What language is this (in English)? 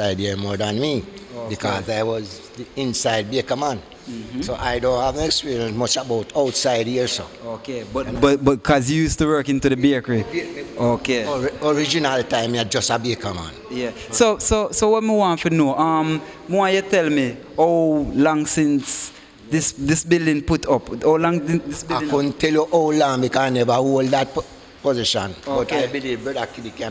Jamaican Creole English